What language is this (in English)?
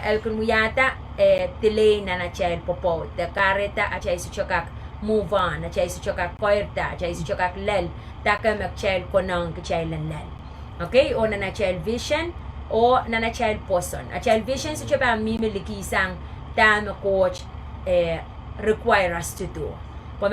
Pohnpeian